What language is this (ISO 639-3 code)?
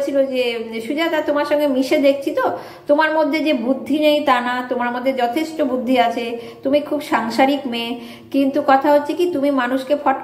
ben